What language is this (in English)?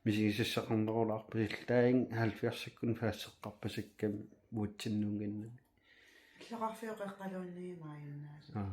Kalaallisut